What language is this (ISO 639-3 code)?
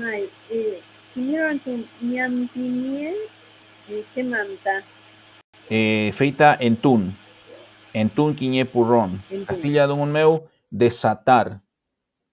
arn